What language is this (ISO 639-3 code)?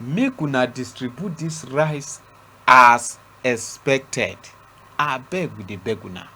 pcm